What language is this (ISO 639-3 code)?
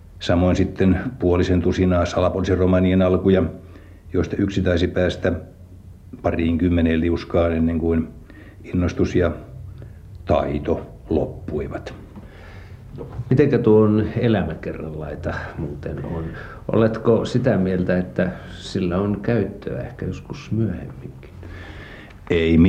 fin